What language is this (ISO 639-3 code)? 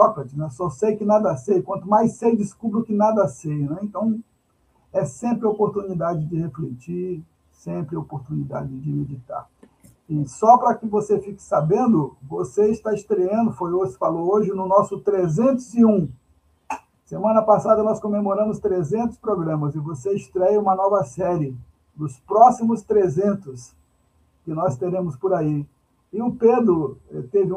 por